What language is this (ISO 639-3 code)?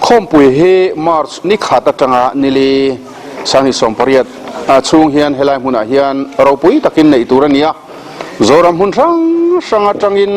lus